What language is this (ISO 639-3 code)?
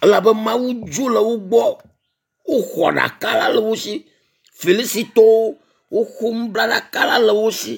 ewe